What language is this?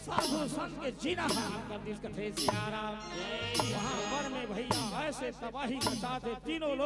Chhattisgarhi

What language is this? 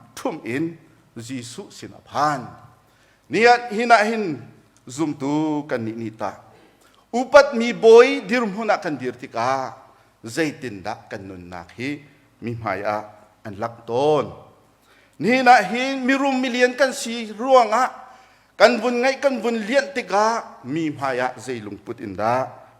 Hakha Chin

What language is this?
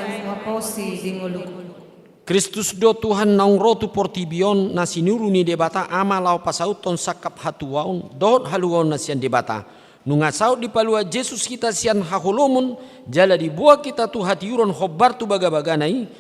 Batak Toba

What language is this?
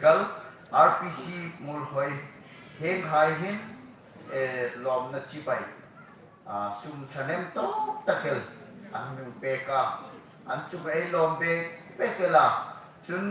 Hmar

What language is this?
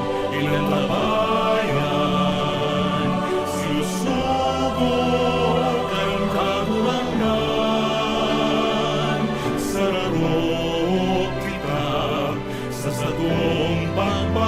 Bikol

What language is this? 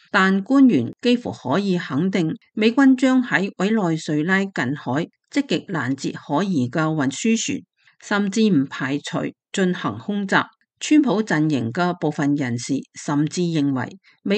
Cantonese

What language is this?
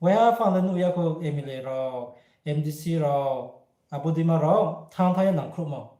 Riang (India)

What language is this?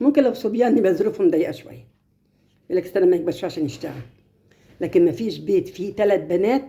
Egyptian Arabic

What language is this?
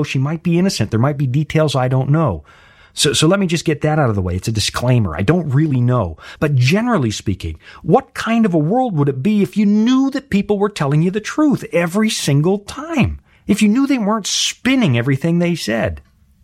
English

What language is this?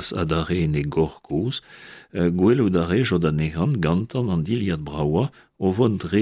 Breton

